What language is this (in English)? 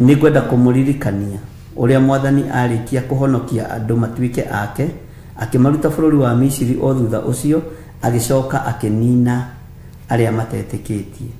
Kikuyu